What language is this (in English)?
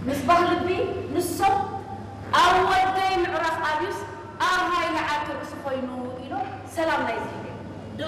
Tigrinya